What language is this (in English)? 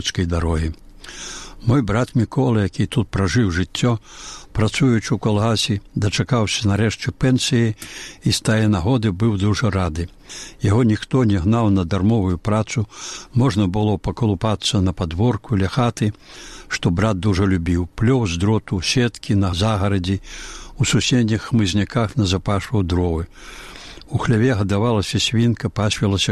Belarusian